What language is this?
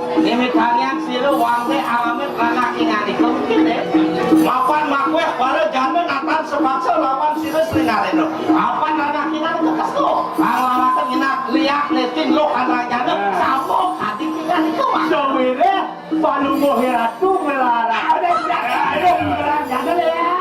Balinese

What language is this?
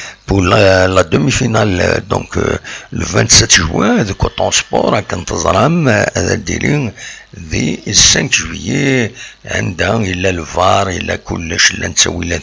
Kabyle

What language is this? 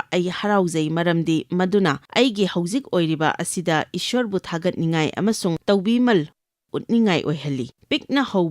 Manipuri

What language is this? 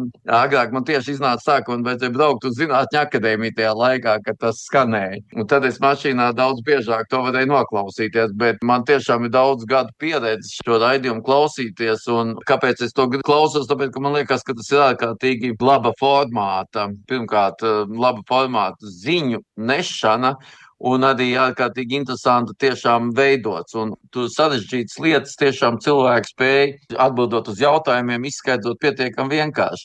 Latvian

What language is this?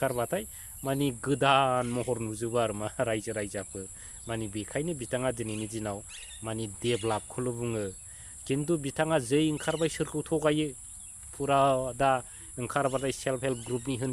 Bodo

